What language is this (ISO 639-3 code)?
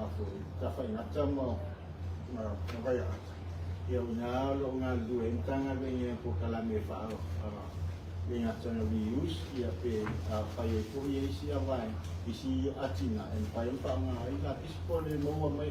smo